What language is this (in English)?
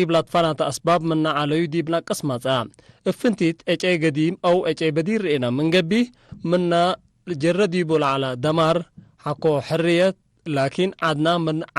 Tigre